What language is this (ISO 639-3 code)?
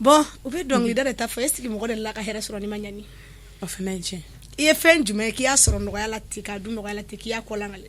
bam